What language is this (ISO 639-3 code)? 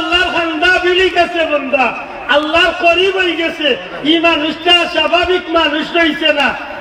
syl